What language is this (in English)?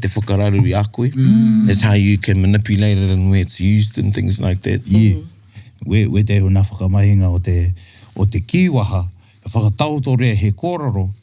Māori